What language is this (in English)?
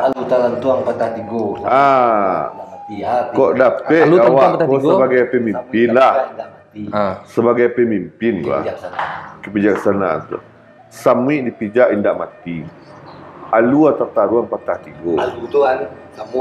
Minangkabau